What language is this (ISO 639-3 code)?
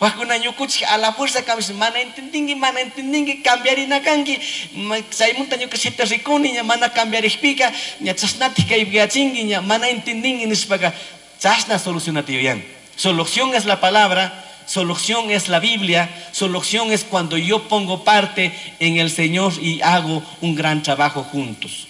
qug